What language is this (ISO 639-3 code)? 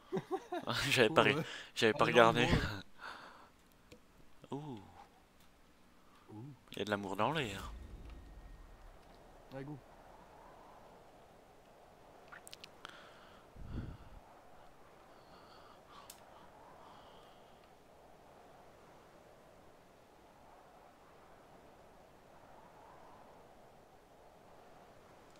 fra